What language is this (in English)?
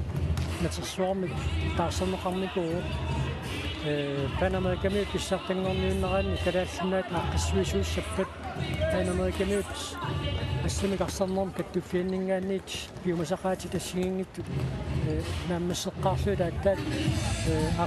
Kalaallisut